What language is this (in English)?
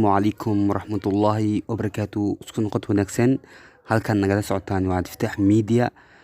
Somali